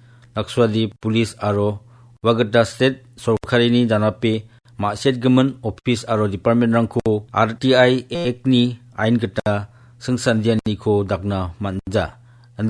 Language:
Garo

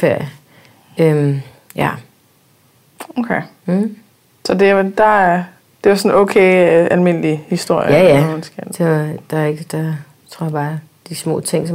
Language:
Danish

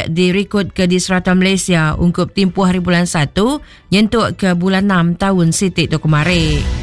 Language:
Iban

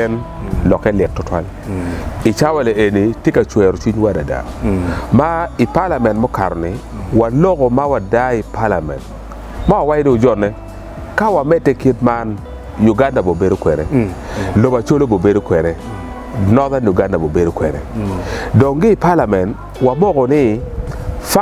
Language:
Acoli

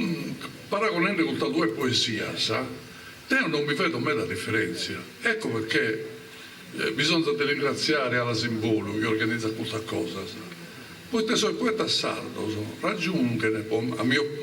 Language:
Sardinian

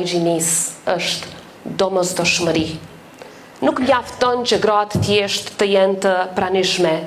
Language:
Albanian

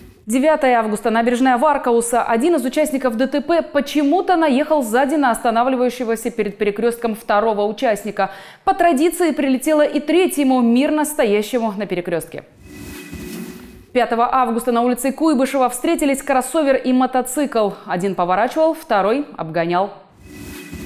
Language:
Russian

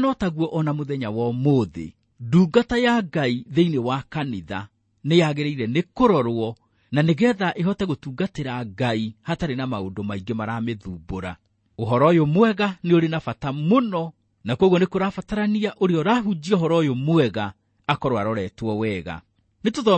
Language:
Kikuyu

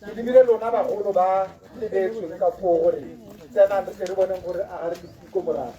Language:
Tswana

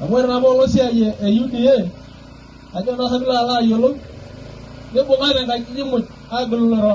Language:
Masai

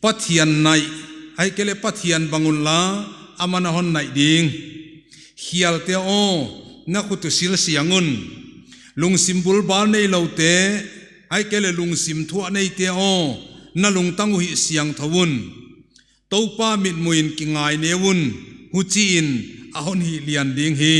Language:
Paite Chin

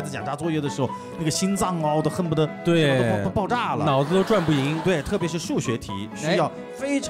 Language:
Chinese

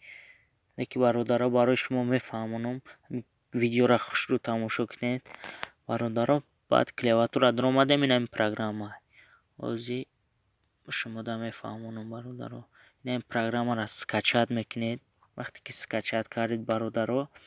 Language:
Tajik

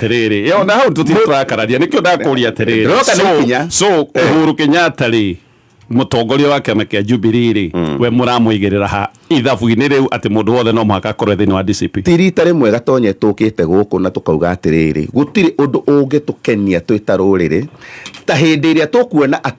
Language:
Kikuyu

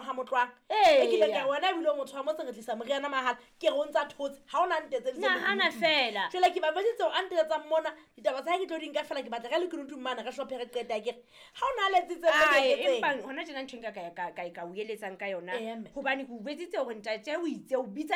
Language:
Southern Sotho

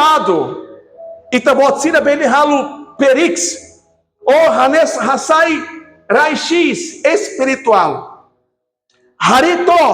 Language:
Tetum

